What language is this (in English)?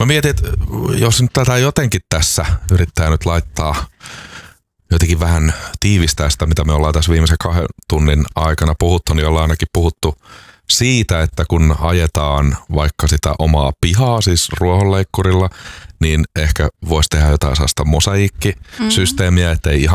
Finnish